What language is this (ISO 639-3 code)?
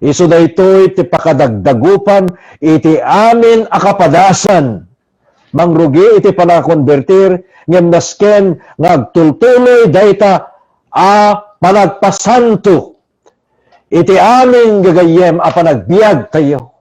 ilo